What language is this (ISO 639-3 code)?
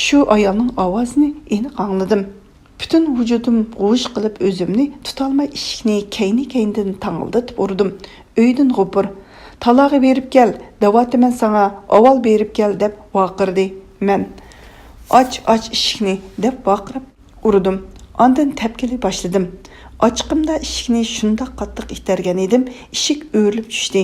uig